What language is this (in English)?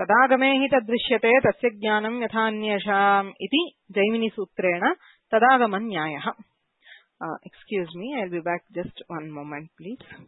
Sanskrit